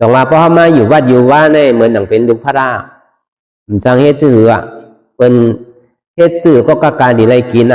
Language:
Shan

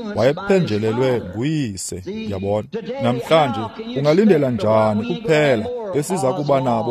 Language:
Xhosa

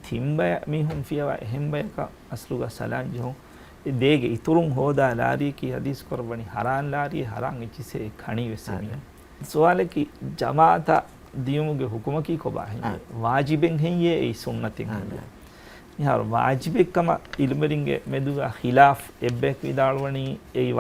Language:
Divehi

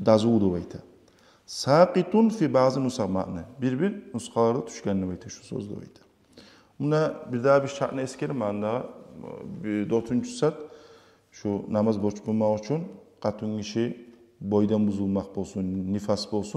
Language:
Kumyk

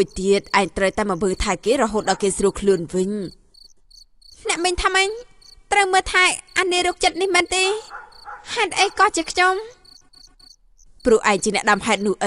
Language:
Khmer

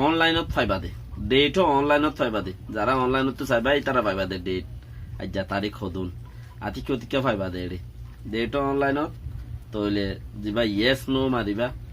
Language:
Rohingya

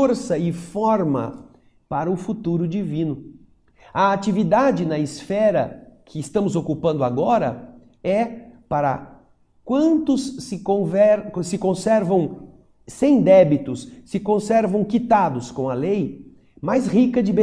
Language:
Portuguese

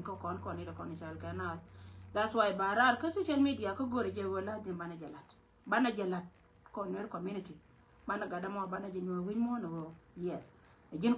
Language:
Nuer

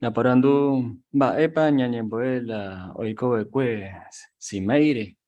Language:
Guarani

